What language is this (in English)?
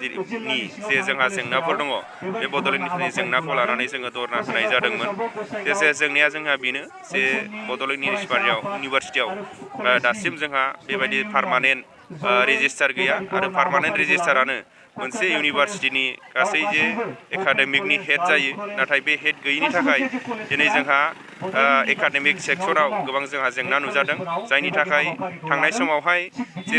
Bodo